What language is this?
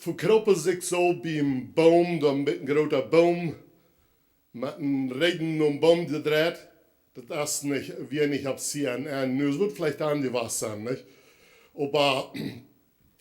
Plautdietsch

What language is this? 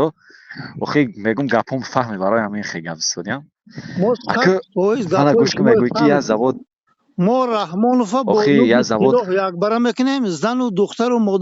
Tajik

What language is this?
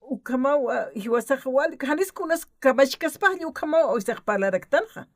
Aymara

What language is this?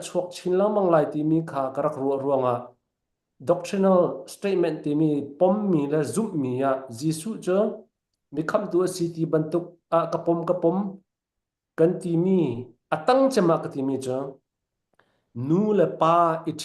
Falam Chin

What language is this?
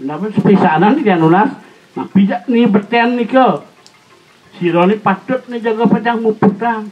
Balinese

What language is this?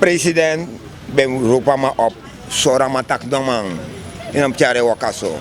Sranan Tongo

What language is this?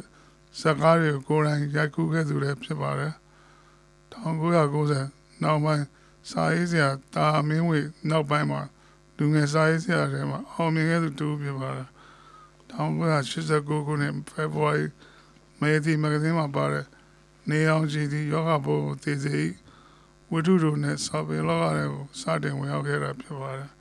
Burmese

